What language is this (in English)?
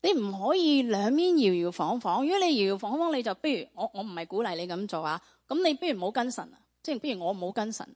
Cantonese